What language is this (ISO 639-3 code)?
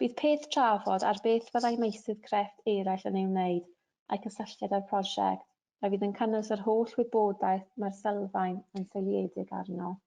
cym